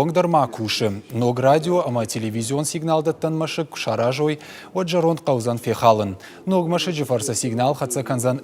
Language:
Ossetic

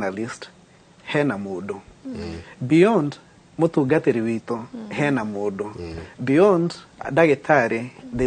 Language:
Kikuyu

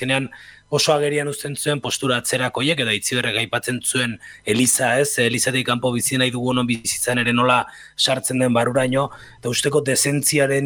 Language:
Basque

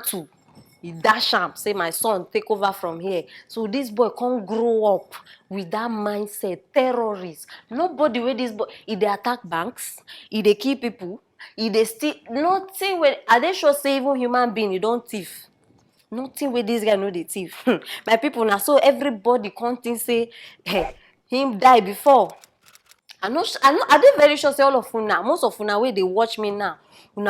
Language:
Nigerian Pidgin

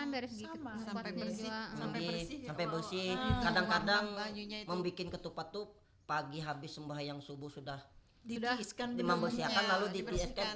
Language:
Banjar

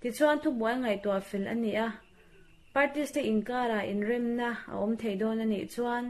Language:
Mizo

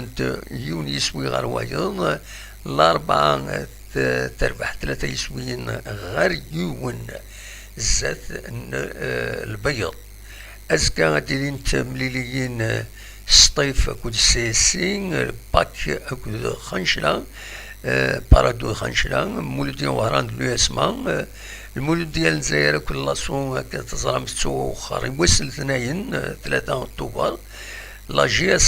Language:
Kabyle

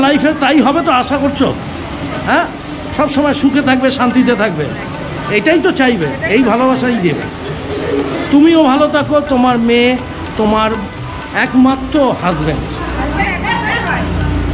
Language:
Bangla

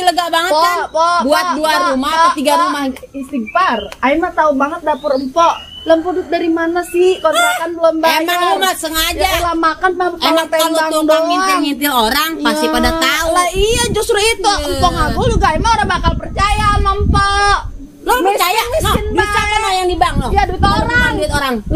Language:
Betawi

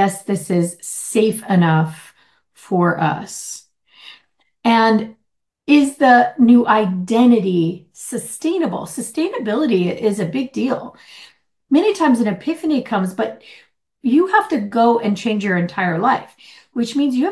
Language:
English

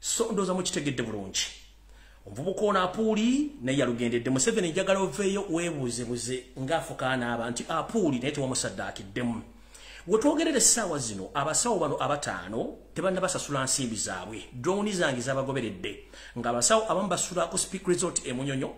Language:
Ganda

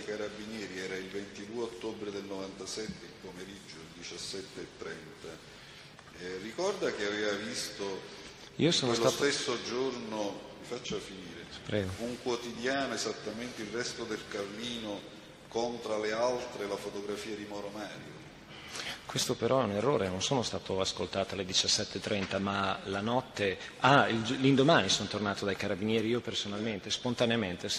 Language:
Italian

